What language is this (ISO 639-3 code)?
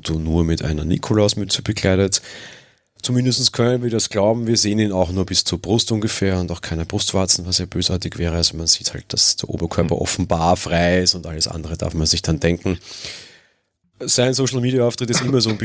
deu